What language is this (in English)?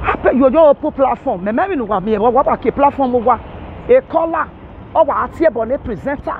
Nigerian Pidgin